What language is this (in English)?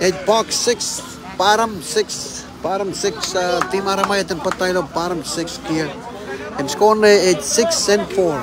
Marshallese